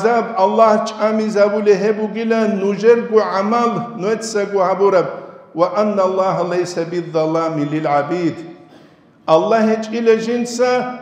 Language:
Avaric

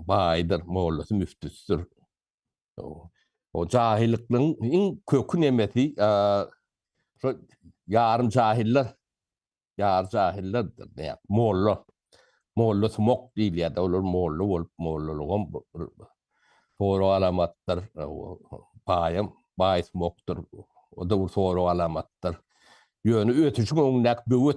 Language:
Turkmen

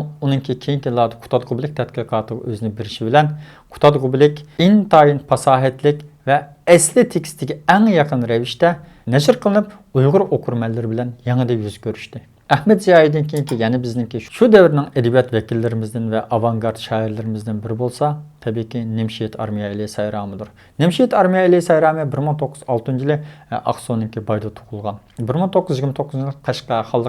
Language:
Uyghur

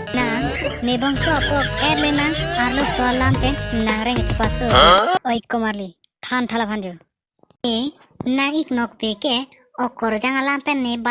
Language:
Karbi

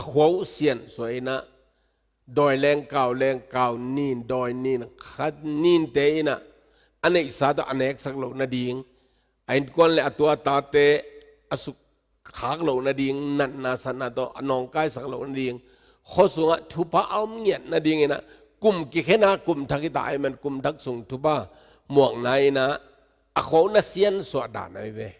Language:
Tedim Chin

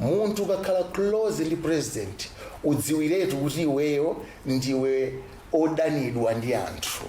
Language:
Nyanja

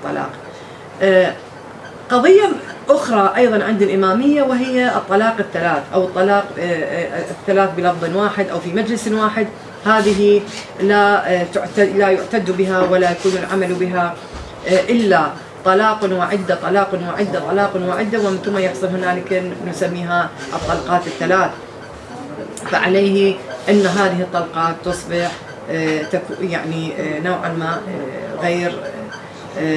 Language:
Arabic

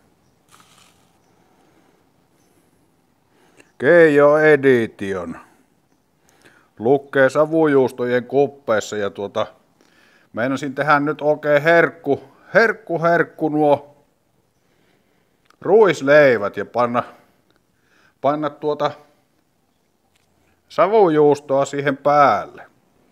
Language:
Finnish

